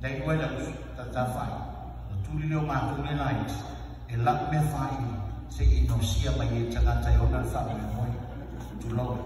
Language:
Samoan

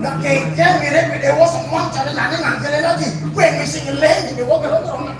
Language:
Balinese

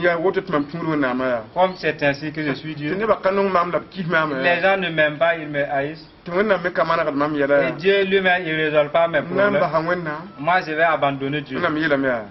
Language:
Mossi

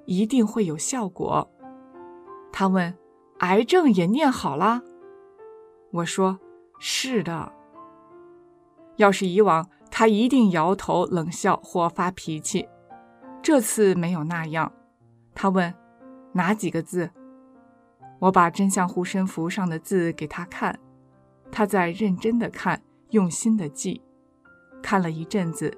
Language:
Chinese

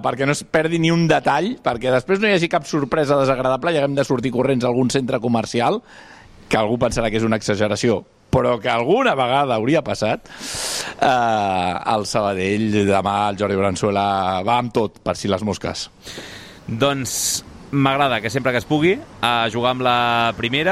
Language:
Catalan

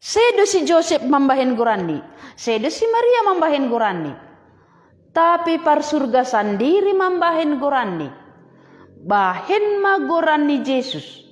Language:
Batak Simalungun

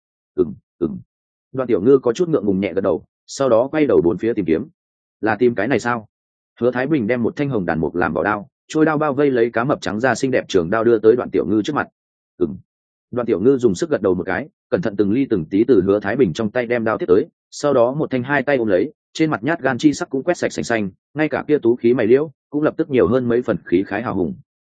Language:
Vietnamese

